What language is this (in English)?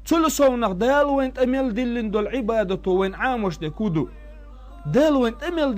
Chechen